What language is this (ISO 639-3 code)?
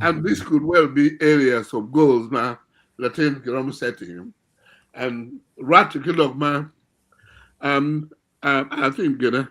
ach